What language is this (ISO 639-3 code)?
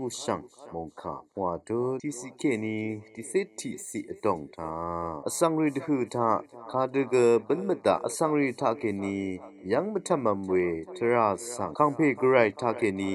raw